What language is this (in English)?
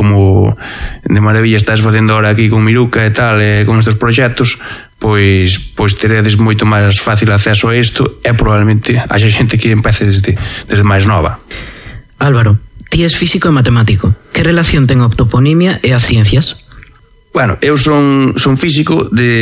Galician